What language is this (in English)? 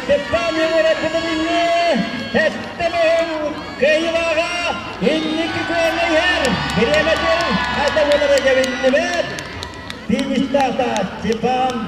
Yakut